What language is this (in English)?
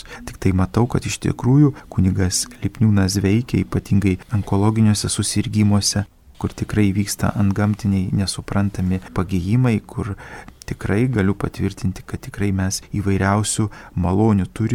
Lithuanian